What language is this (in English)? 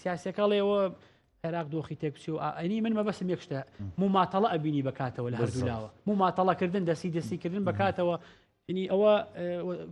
Central Kurdish